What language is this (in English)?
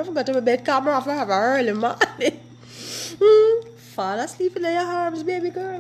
Jamaican Creole English